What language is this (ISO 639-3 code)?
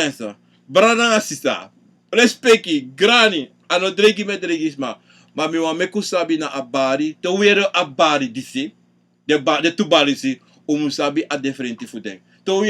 srn